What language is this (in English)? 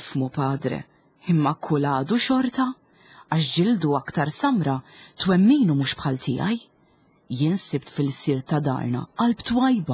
Maltese